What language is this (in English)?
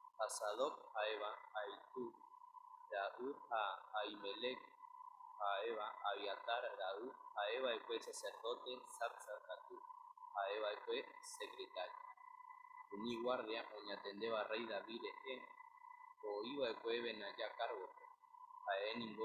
Guarani